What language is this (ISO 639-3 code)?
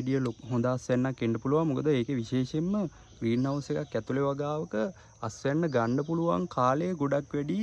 sin